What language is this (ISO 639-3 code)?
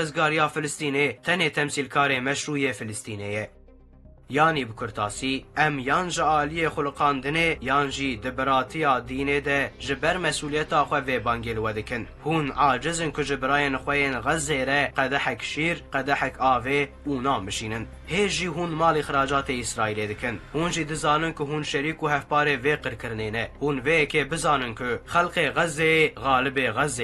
kur